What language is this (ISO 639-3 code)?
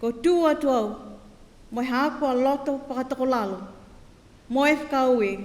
niu